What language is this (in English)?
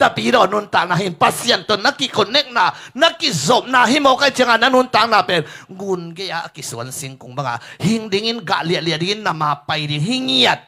Tedim Chin